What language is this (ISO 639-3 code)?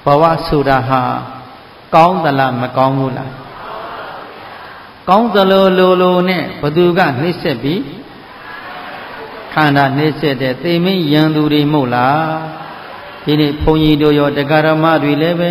mya